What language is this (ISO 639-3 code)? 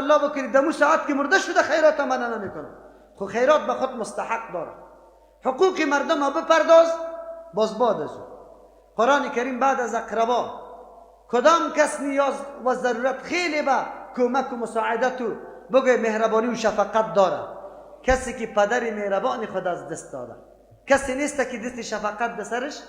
fas